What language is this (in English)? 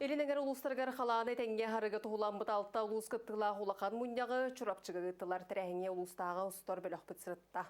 Yakut